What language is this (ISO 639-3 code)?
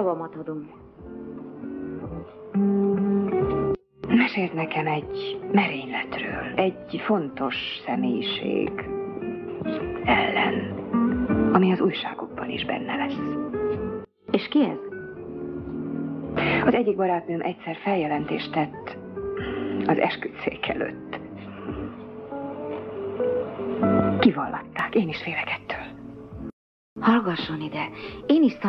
hun